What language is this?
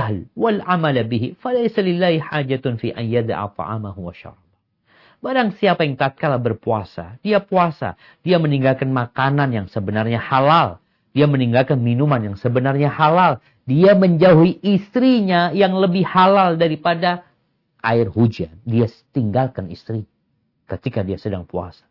Indonesian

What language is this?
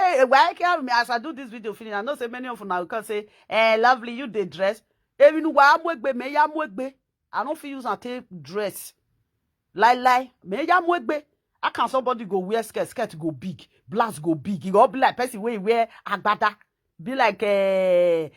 Nigerian Pidgin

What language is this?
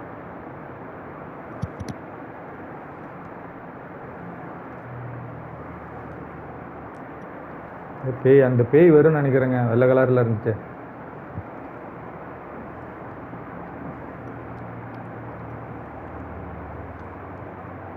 Tamil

